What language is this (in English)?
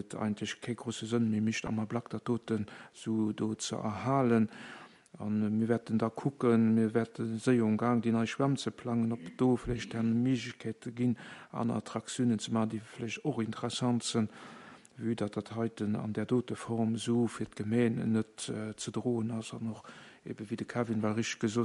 Luxembourgish